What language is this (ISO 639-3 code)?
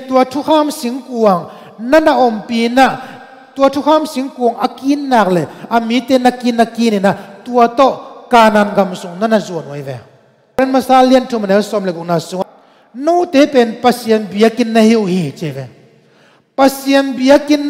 ctd